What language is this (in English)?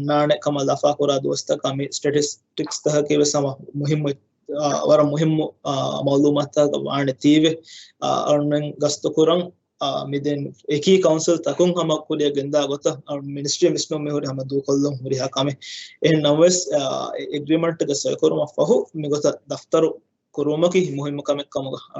Divehi